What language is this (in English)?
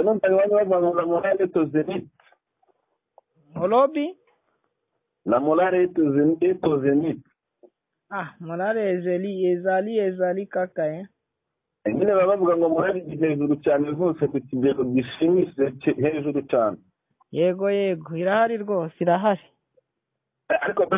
Kinyarwanda